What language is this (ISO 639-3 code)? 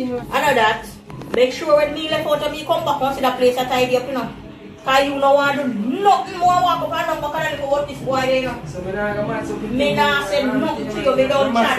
jam